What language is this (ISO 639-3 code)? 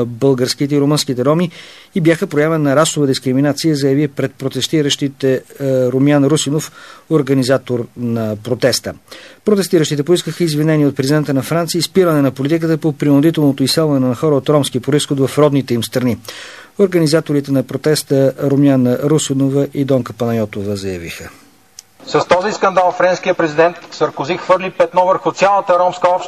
bul